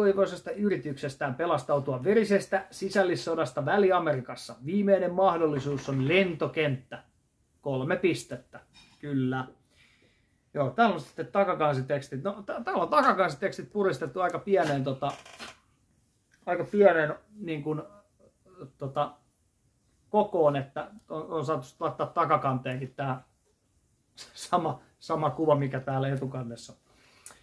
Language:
Finnish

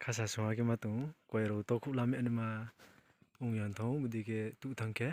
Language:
Riang (India)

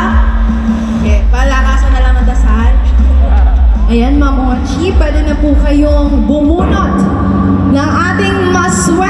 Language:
Filipino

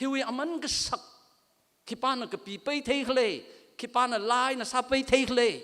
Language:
Tangkhul Naga (India)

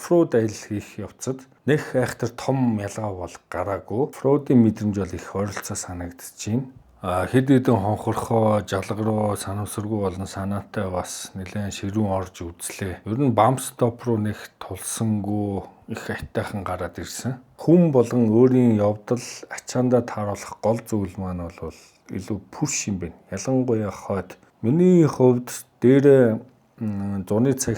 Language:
Mongolian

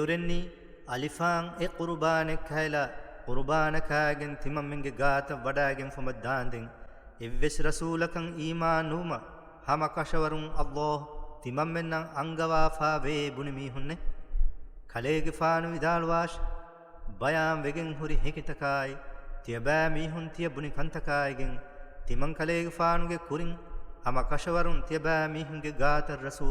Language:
Divehi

